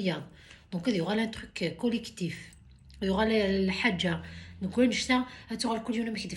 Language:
Kabyle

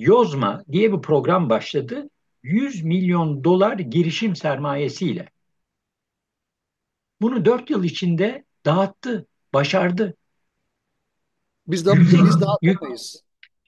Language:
Turkish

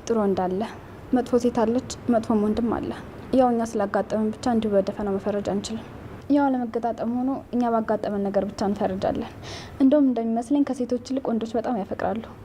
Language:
Amharic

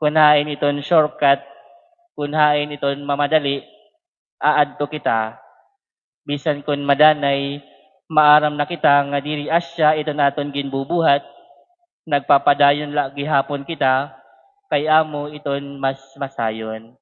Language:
Waray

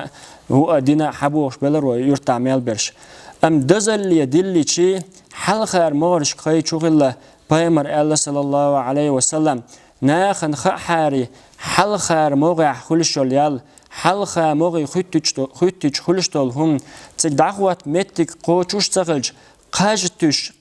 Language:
Chechen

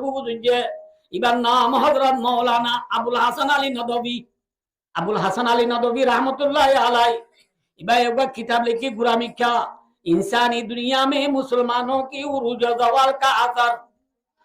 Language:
Rohingya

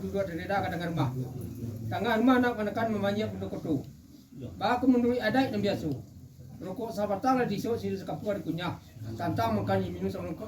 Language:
Minangkabau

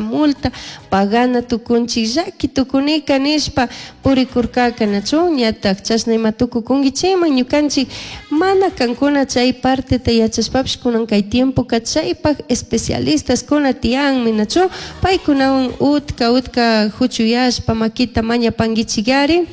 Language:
Chimborazo Highland Quichua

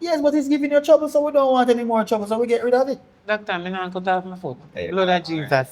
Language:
Jamaican Creole English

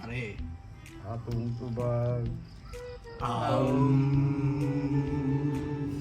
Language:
Cebuano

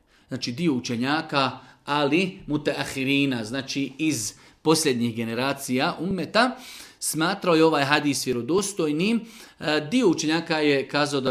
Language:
Bosnian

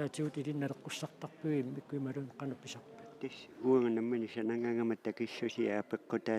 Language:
Kalaallisut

